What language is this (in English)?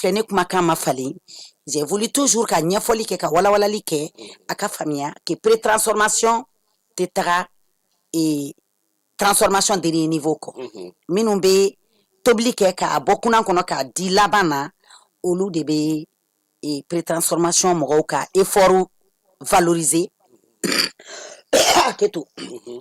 Bambara